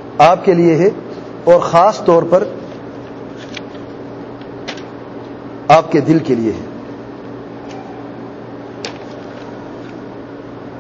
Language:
Urdu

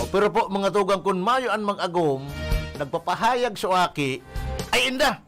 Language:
Bikol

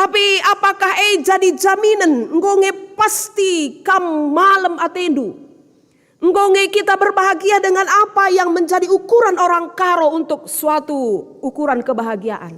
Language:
Batak Karo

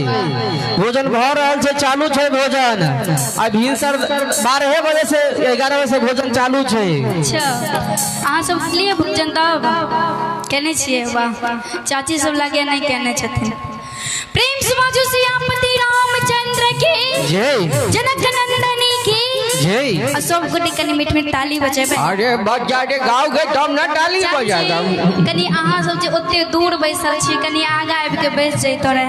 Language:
Maithili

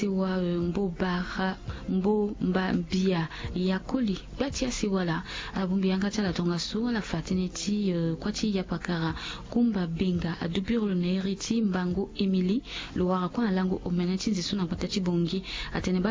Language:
Sango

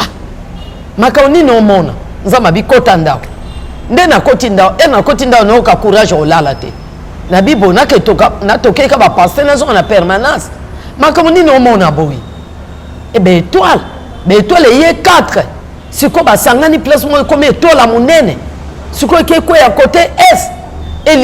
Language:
Lingala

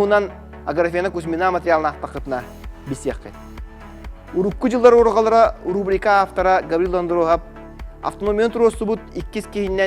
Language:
Yakut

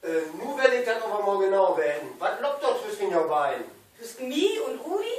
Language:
Low German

